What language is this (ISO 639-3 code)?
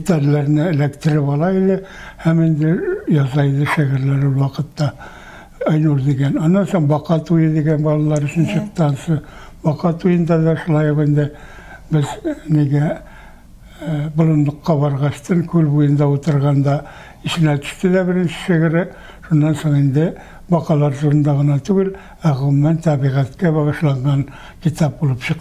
tat